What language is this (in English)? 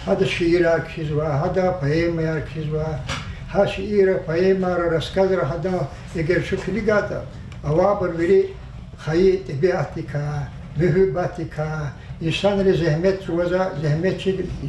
Lezghian